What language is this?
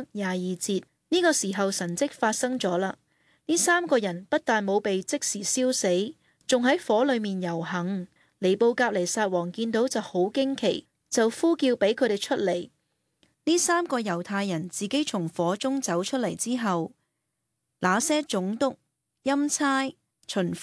Cantonese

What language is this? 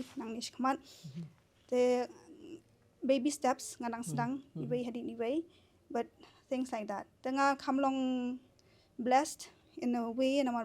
Khasi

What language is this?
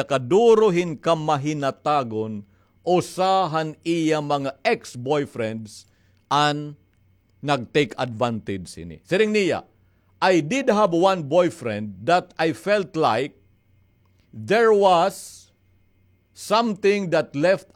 Waray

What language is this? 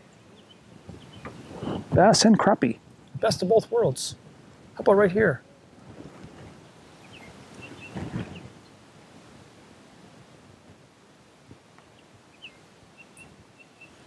English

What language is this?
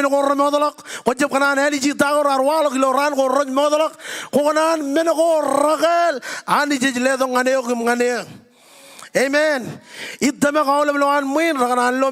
Marshallese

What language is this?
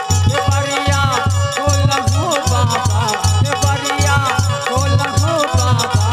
Maithili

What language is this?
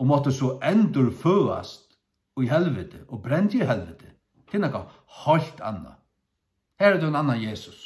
Faroese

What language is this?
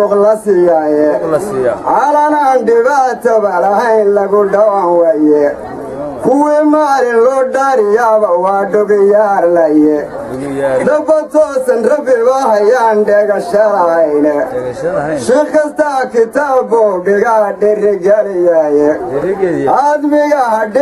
Somali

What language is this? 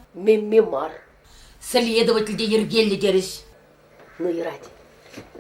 Chuvash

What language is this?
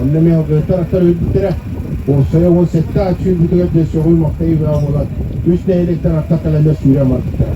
Yakut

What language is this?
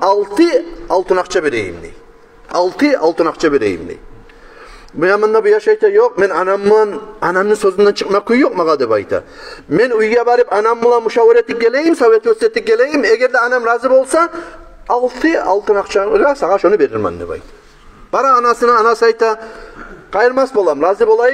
Kumyk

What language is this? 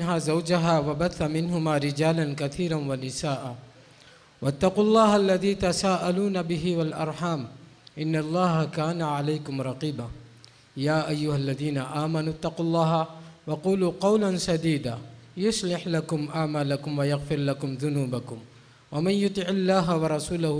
Urdu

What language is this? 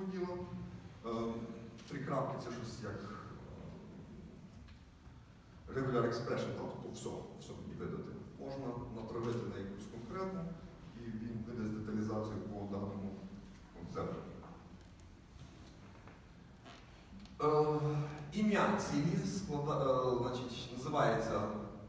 Ukrainian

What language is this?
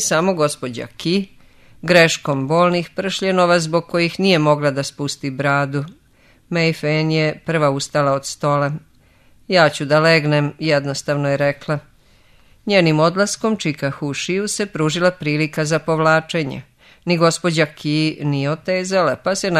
Serbian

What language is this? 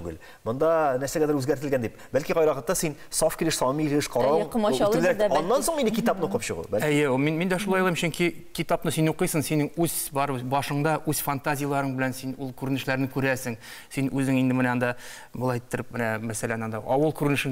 Tatar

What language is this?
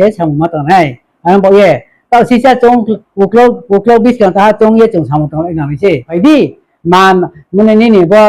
Riang (India)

